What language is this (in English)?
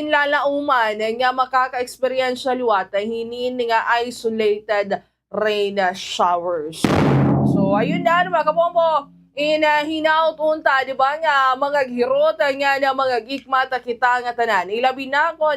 Waray